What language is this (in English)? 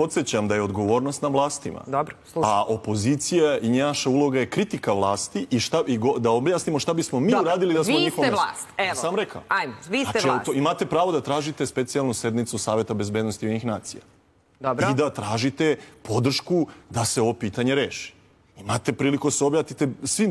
Serbian